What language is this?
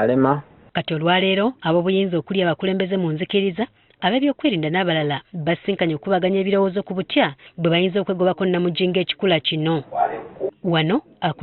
Ganda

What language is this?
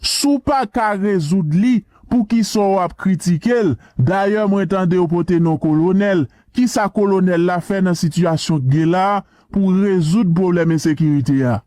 Haitian Creole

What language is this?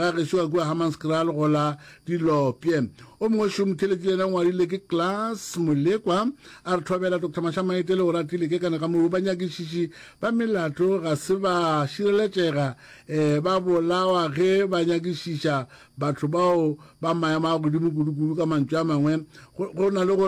Northern Sotho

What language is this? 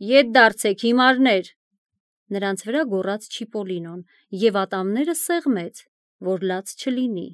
Armenian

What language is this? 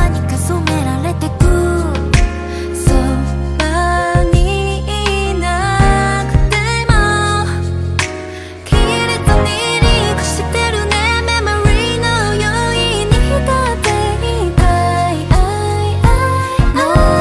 Japanese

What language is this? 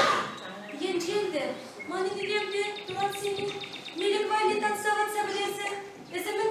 Chuvash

